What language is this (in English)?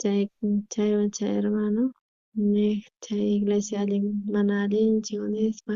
South Bolivian Quechua